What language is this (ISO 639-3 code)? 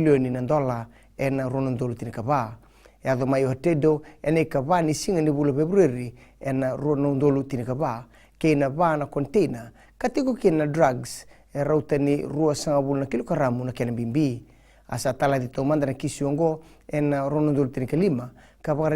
fij